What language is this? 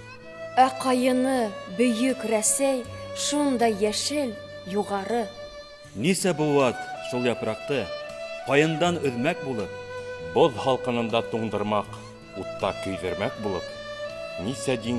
Bashkir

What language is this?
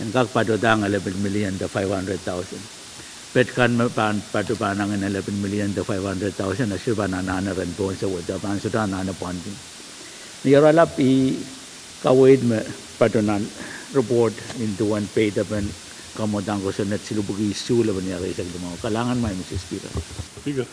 Pohnpeian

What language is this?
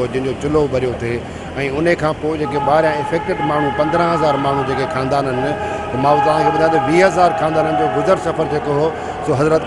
Sindhi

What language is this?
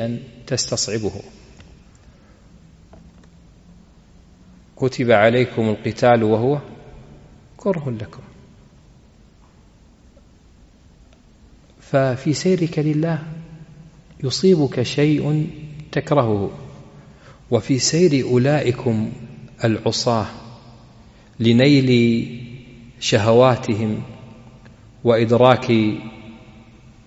Arabic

